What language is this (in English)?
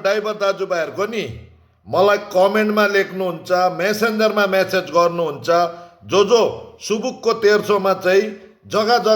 Nepali